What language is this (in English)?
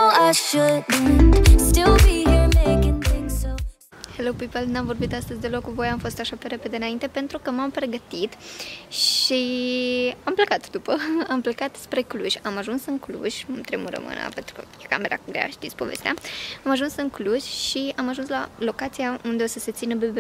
Romanian